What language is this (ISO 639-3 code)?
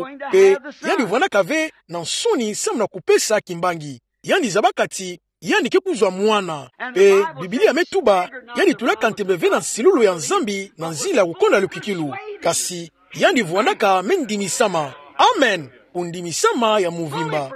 ktu